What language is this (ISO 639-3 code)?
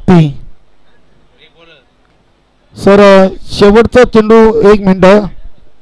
mar